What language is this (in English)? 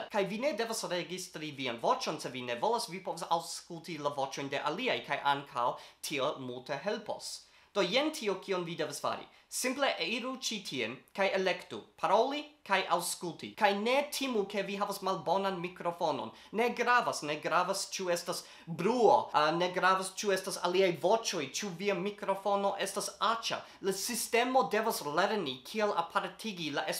Esperanto